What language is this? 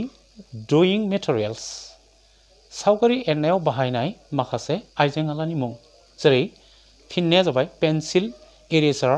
Bodo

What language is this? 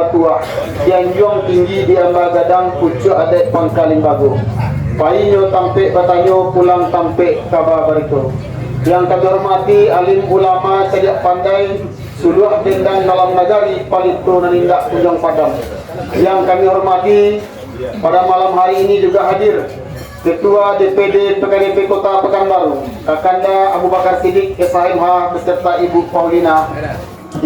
Minangkabau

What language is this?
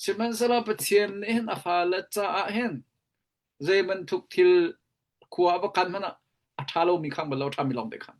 Hakha Chin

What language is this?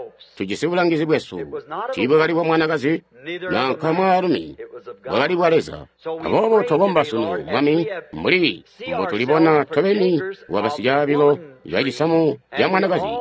Tonga (Zambia)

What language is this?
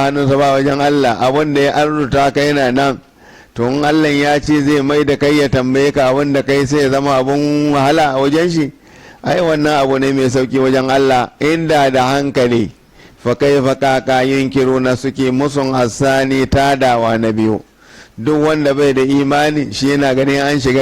Hausa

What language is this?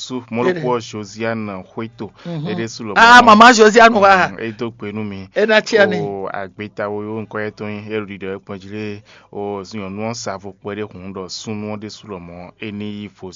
Fon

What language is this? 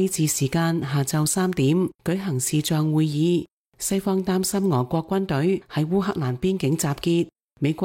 Cantonese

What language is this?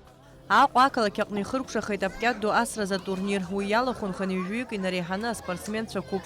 Abkhazian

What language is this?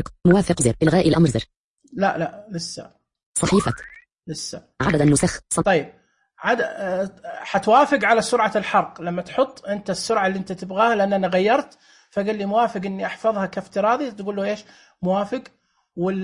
Najdi Arabic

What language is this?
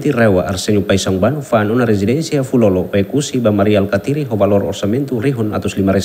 Tetum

